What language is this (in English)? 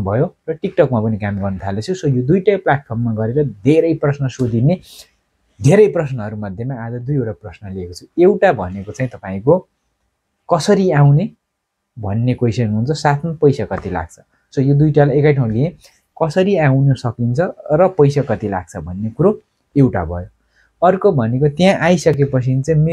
Nepali